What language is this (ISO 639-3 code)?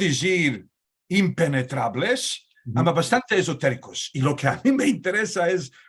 lad